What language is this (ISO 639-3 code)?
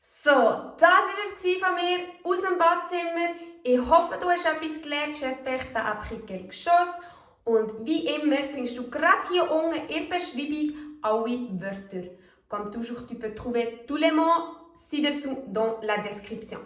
gsw